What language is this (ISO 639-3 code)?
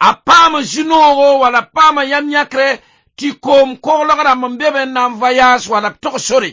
mos